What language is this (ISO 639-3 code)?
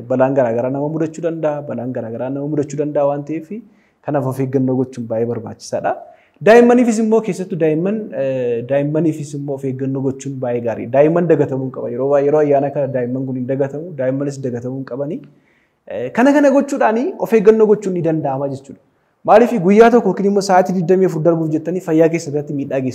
orm